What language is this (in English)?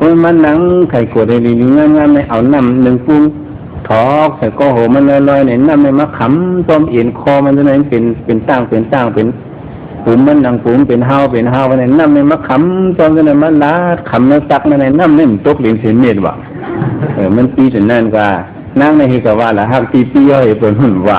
Shan